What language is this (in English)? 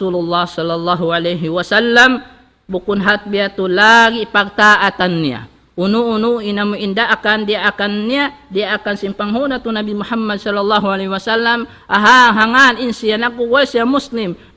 Tausug